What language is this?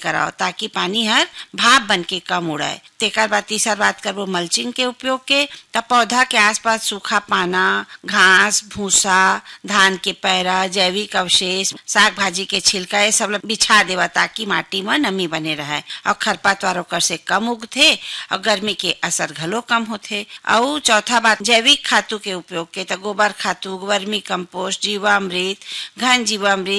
Chhattisgarhi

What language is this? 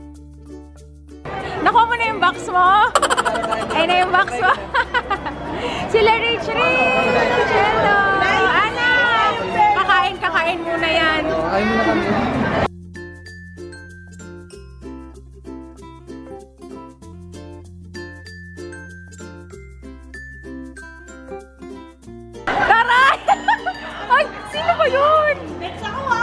Filipino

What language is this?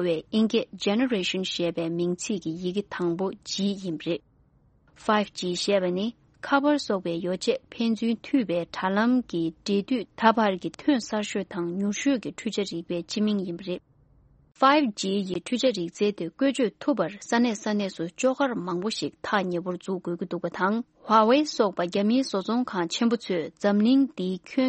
Tibetan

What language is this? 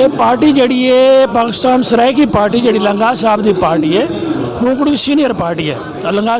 Saraiki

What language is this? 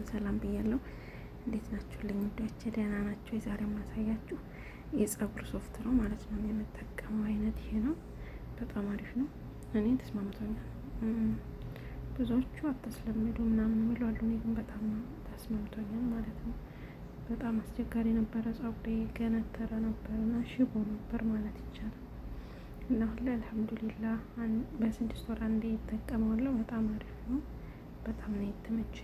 Amharic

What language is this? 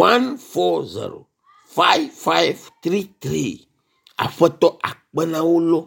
Ewe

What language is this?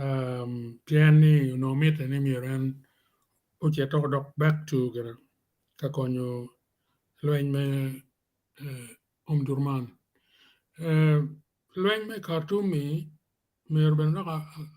Acoli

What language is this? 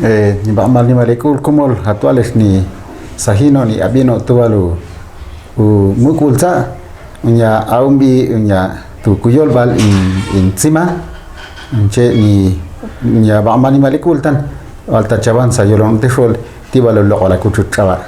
Ixil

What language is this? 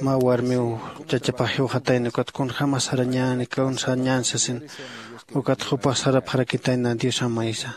Aymara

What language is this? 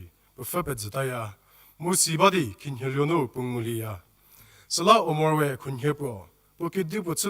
Angami Naga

